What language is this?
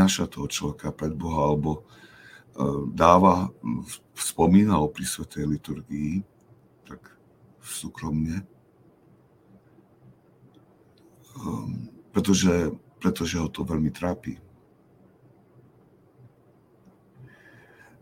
Slovak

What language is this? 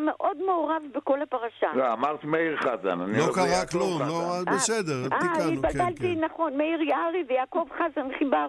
Hebrew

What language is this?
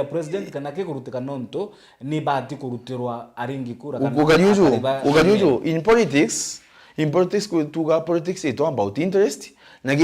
Meru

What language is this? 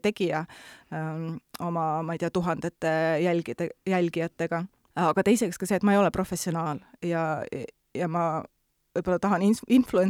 Estonian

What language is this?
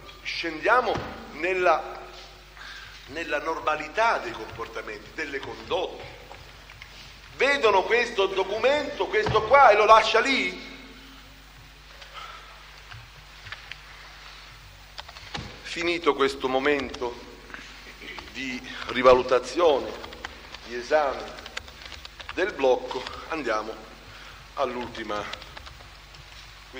Italian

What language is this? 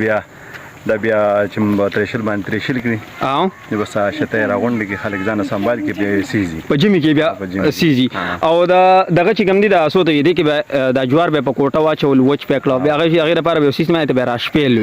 Pashto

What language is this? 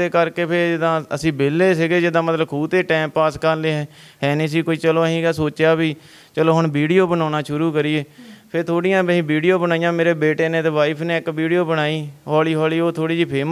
Punjabi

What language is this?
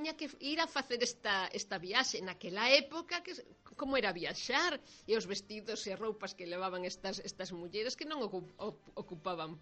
Galician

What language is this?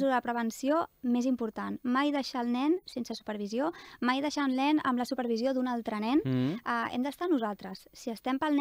Catalan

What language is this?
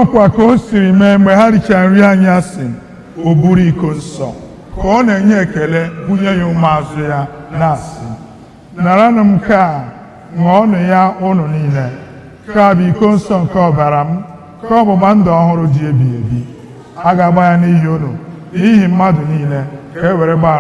Igbo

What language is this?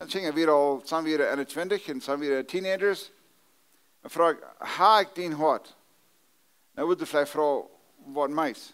Plautdietsch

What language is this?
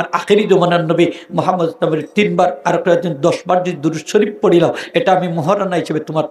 Sylheti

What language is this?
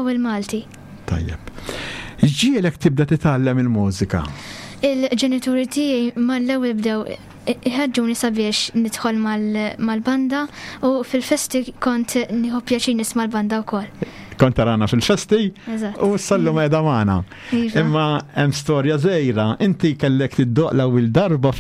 Maltese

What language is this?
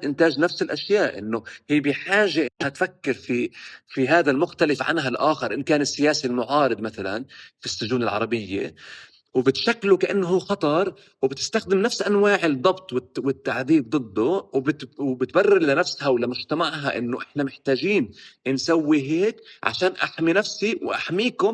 North Levantine Arabic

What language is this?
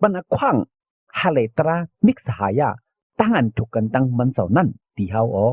Shan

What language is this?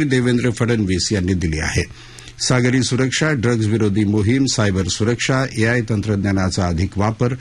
Marathi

